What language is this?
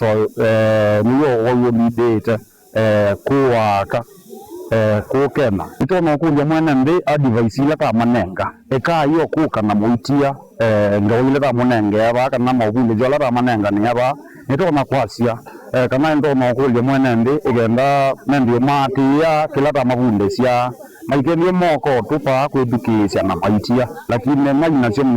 Kamba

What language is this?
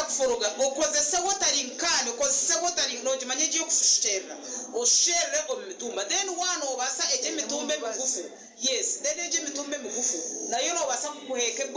Nyankole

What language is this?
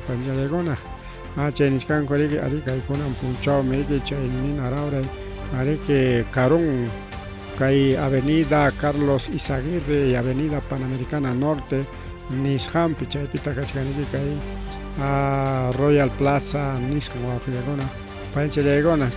Ayacucho Quechua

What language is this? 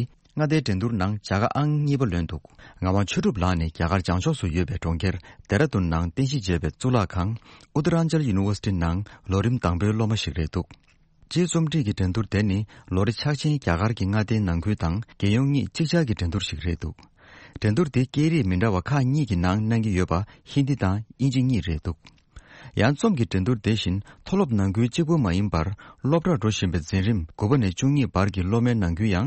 Tibetan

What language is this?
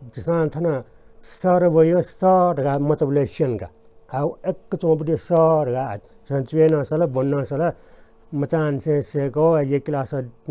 Newari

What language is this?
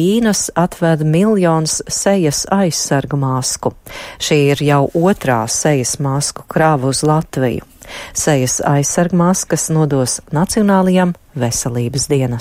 Latvian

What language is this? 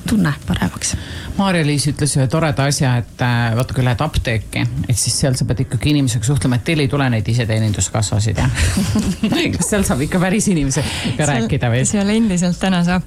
Estonian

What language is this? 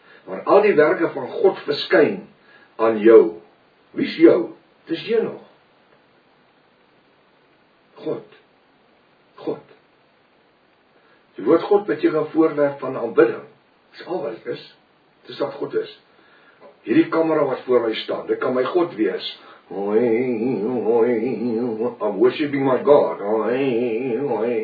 Afrikaans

